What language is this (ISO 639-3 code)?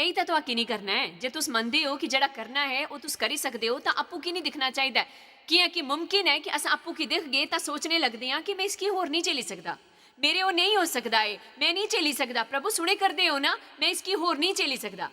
doi